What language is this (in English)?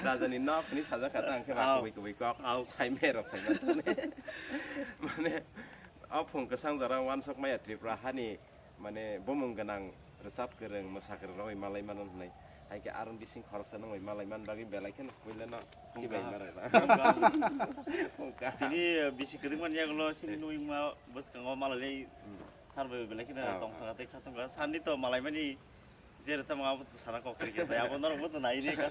Kok Borok